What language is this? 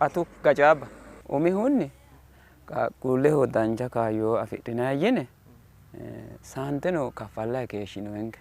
Sidamo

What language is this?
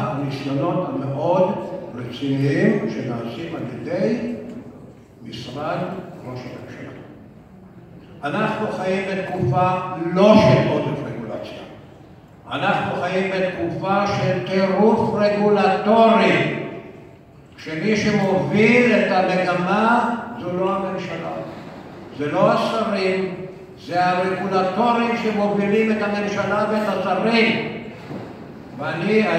Hebrew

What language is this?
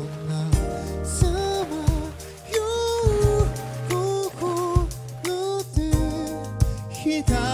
Japanese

